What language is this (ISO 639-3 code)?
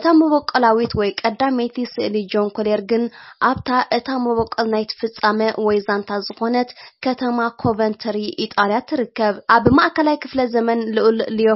tir